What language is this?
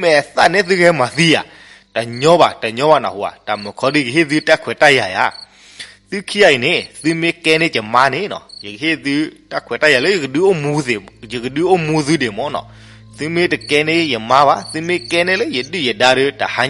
S'gaw Karen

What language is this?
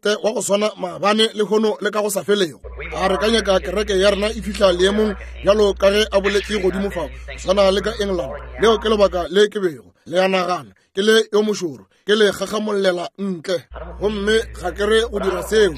Northern Sotho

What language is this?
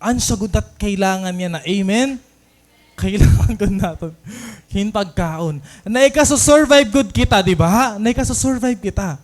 Waray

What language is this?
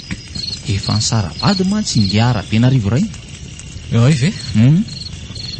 Malagasy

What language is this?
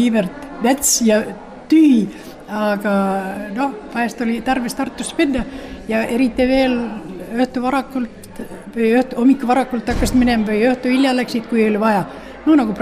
Estonian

